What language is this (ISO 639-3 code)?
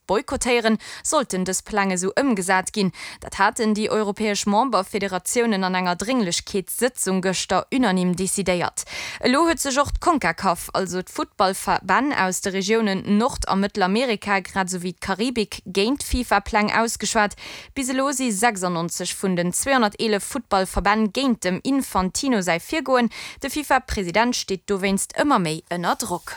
ltz